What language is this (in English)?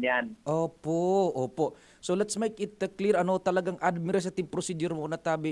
Bikol